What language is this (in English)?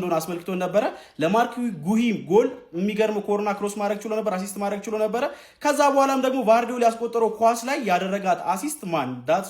Amharic